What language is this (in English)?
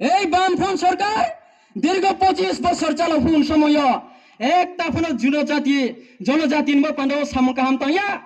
Riang (India)